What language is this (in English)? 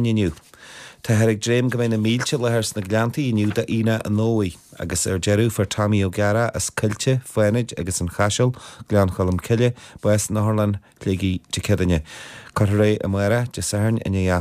Irish